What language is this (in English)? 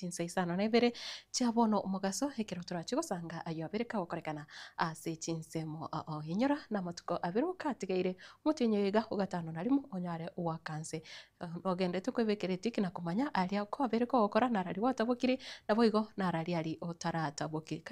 Gusii